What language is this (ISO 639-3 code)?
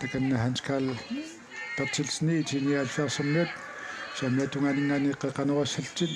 kal